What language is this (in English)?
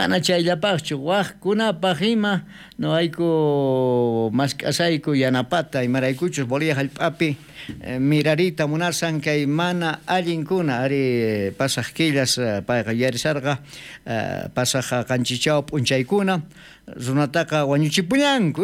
South Bolivian Quechua